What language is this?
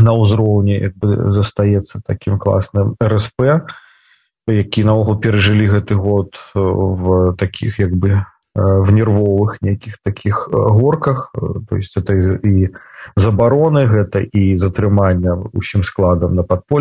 Belarusian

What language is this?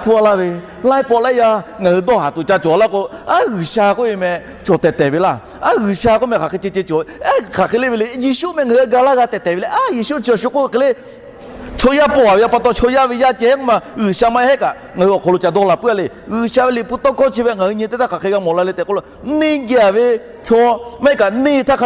Lahu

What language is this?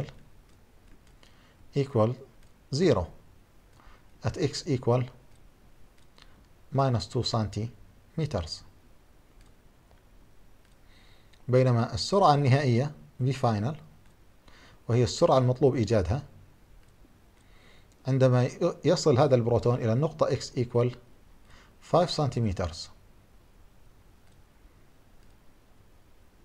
Arabic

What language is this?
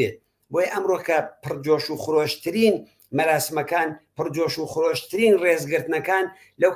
Central Kurdish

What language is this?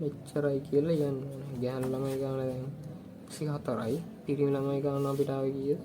Sinhala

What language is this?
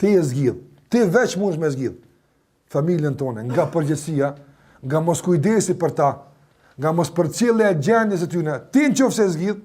Albanian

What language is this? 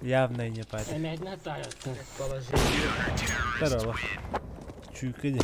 Yakut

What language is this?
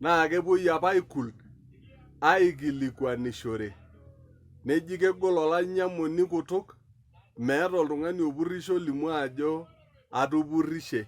Masai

